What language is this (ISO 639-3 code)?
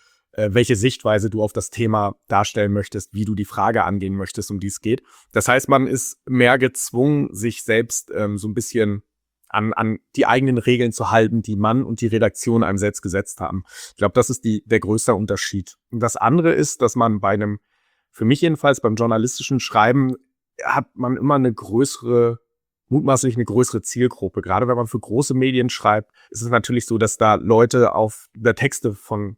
deu